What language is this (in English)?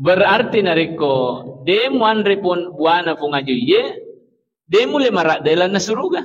Buginese